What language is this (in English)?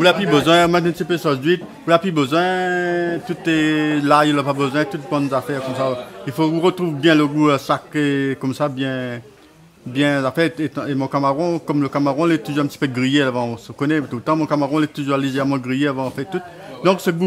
Réunion Creole French